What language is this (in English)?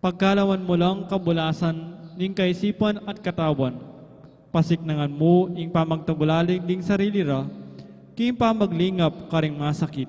Pampanga